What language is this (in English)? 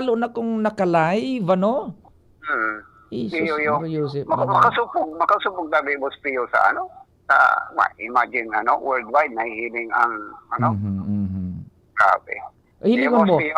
Bikol